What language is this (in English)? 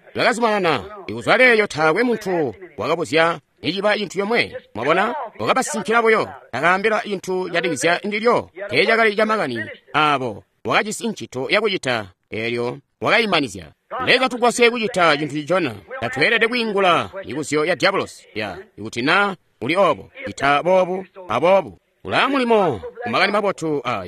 Tonga (Zambia)